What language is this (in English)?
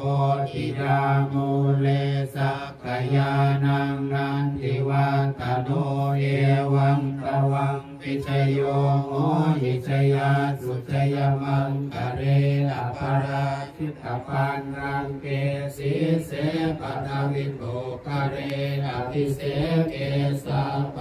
Pali